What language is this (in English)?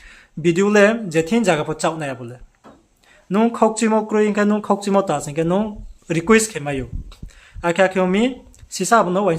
Riang (India)